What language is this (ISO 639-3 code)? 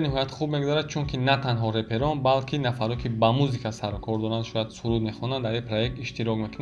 tgk